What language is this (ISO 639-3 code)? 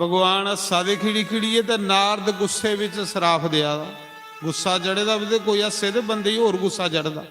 doi